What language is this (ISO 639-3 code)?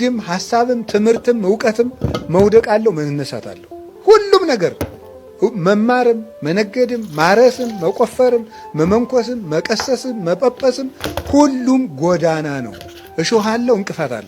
amh